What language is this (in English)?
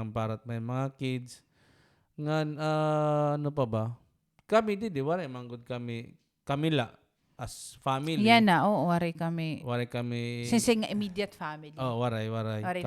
Waray